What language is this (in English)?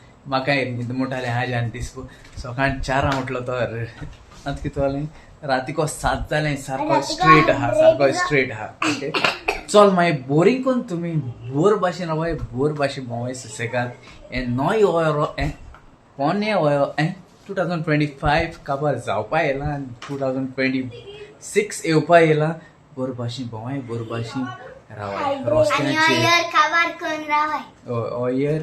Konkani